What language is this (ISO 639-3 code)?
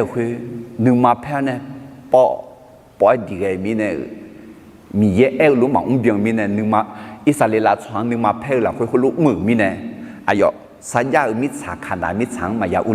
ahk